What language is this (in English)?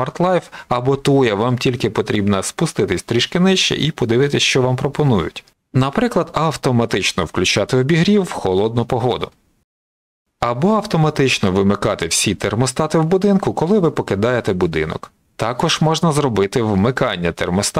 Ukrainian